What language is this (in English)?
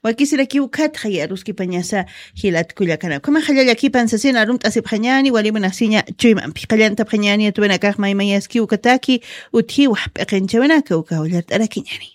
Aymara